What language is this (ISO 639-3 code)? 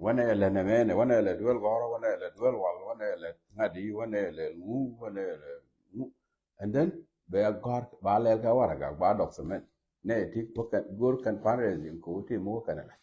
nus